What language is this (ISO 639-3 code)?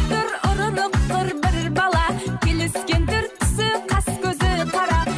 kaa